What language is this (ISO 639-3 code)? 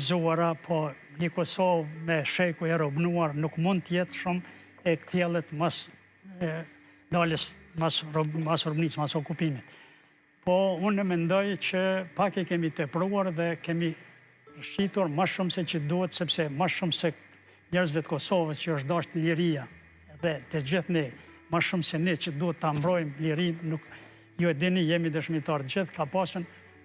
sqi